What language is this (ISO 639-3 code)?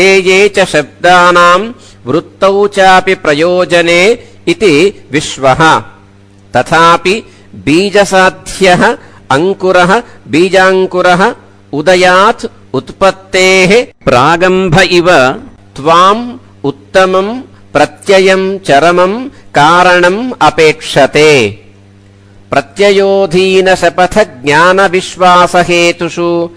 san